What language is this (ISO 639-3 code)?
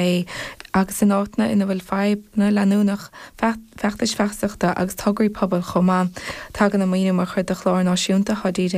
gle